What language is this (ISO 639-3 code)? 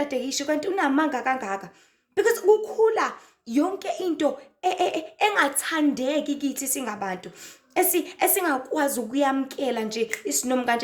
zul